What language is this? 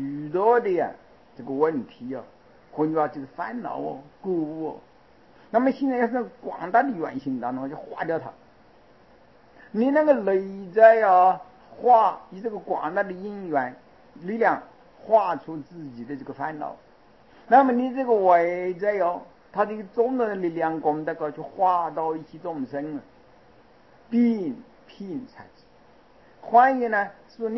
Chinese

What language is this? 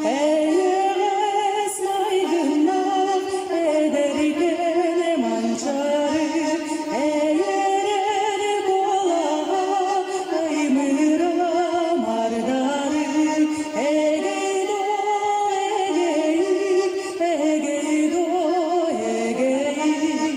Yakut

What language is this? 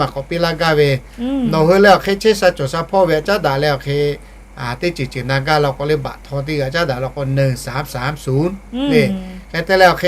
Lahu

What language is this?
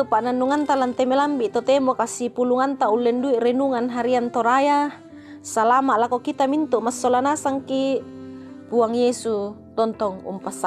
Toraja-Sa'dan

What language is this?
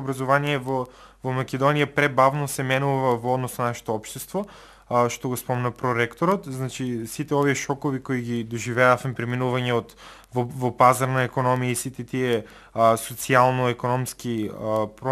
Macedonian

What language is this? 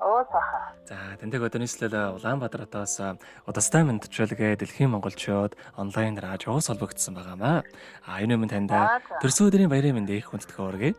Mongolian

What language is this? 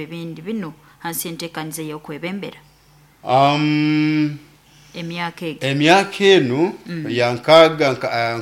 Nyoro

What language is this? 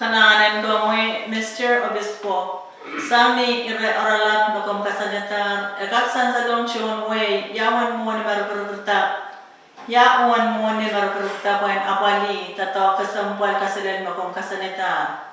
Pohnpeian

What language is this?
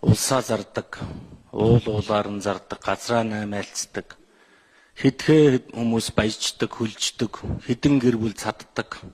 Mongolian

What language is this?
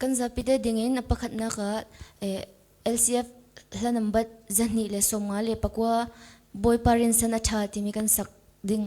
Falam Chin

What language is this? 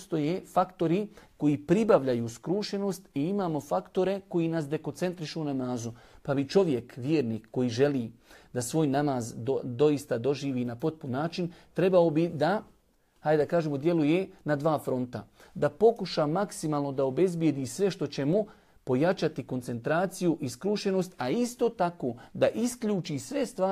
Bosnian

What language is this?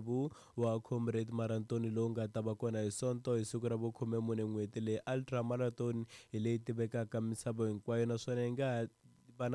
Tsonga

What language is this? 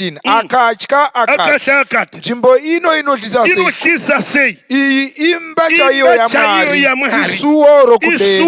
Shona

